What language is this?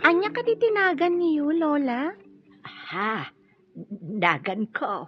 Iloko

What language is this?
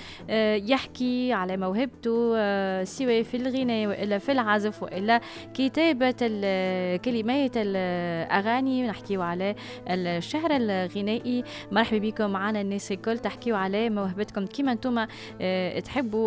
Tunisian Arabic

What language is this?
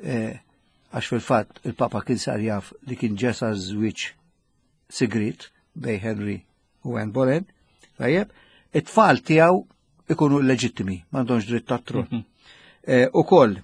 Maltese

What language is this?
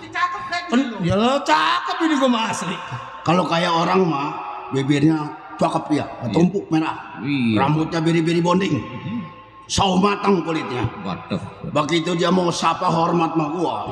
Betawi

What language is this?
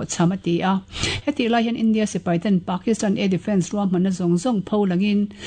Mizo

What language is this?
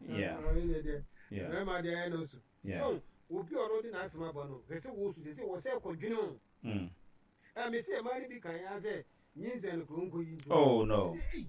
Akan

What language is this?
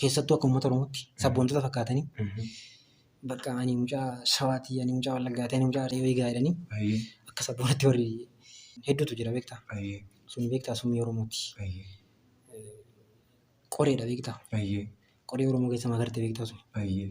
Oromo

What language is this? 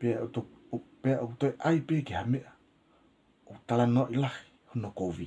Tongan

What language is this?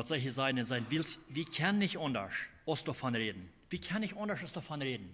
Plautdietsch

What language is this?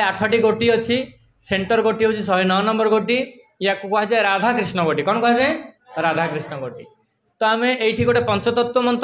Odia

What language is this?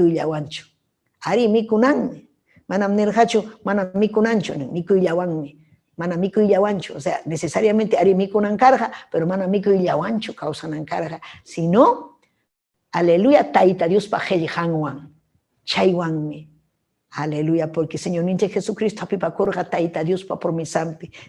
Ayacucho Quechua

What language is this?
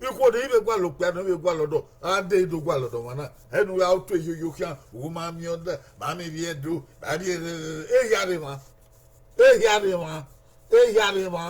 Bini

